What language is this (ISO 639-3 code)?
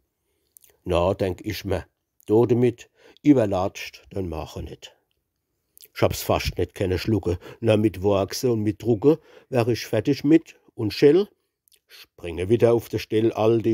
pfl